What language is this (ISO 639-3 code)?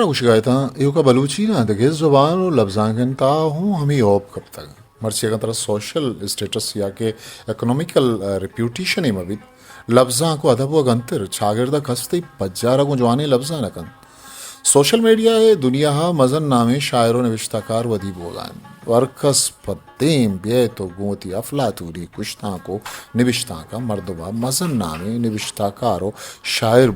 bgp